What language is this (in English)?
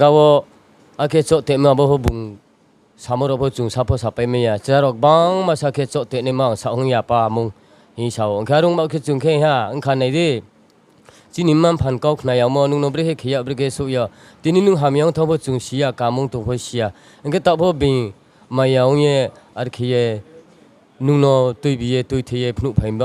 Riang (India)